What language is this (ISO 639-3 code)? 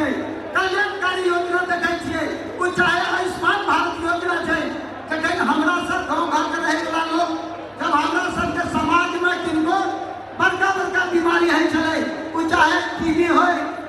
mai